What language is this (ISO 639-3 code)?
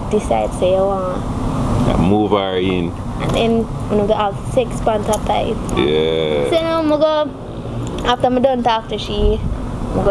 jam